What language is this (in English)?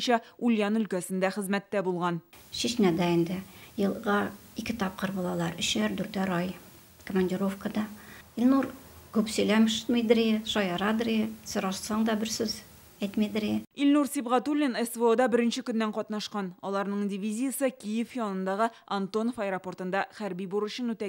Tatar